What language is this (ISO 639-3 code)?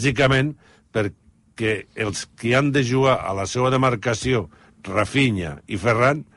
cat